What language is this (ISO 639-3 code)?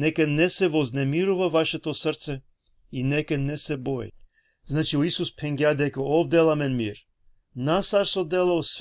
rmn